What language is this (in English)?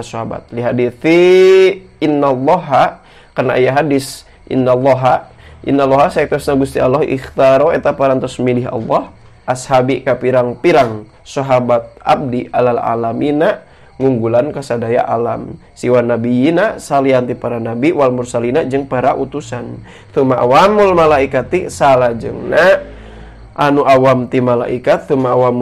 Sundanese